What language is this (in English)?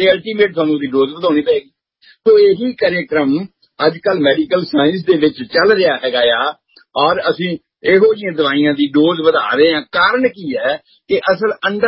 Punjabi